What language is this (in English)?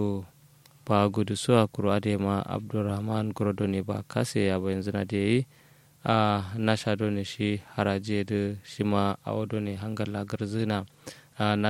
Kanuri